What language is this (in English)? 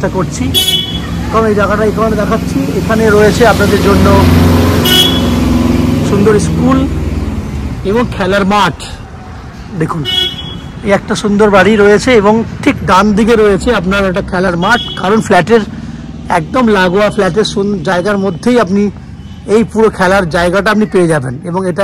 Bangla